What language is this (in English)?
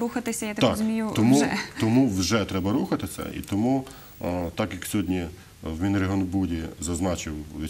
Ukrainian